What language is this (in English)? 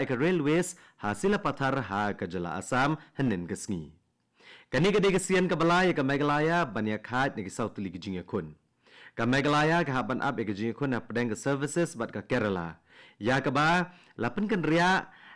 Khasi